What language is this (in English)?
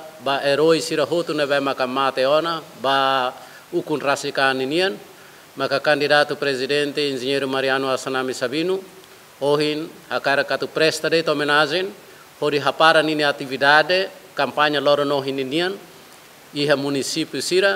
Tetum